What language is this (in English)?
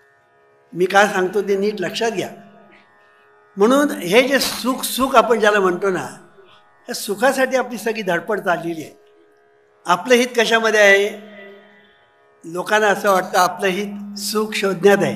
Marathi